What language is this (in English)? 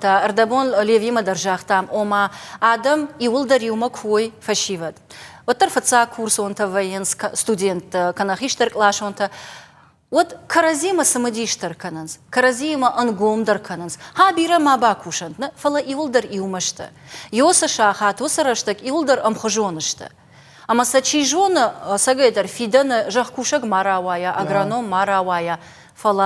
Ossetic